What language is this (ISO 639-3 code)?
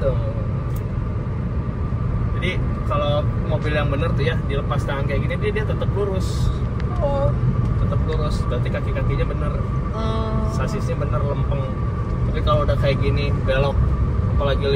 ind